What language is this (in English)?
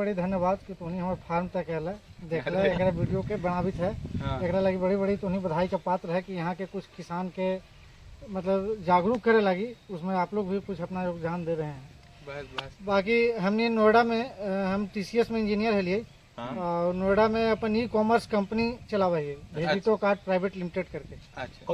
Magahi